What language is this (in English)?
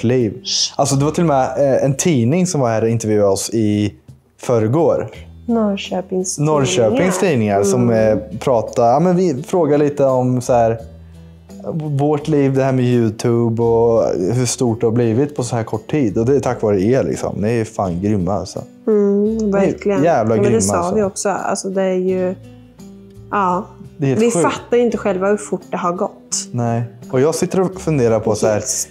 Swedish